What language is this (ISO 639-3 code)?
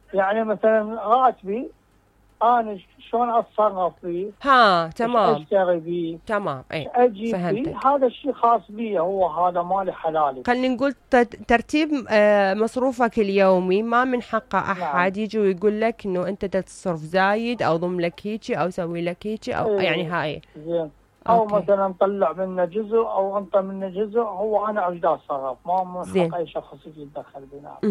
acm